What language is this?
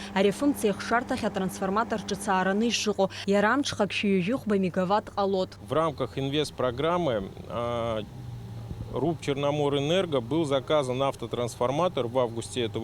Abkhazian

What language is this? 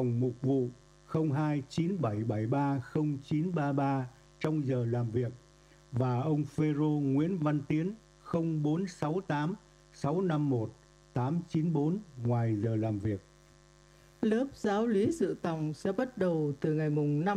Vietnamese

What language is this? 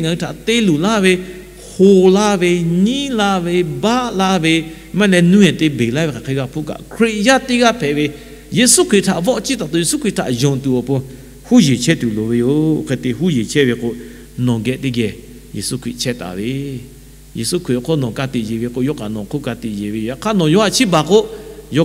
Lahu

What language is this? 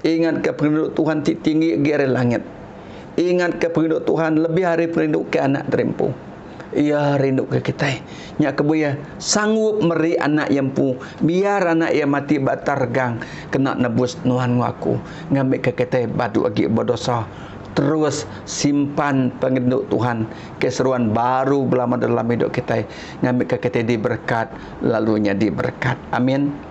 Iban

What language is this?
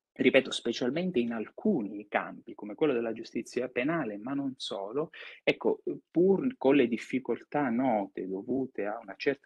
Italian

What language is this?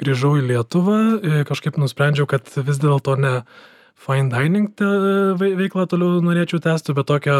Lithuanian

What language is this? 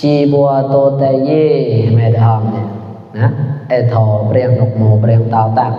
Mon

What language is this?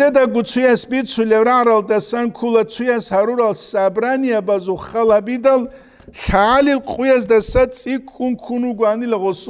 Avaric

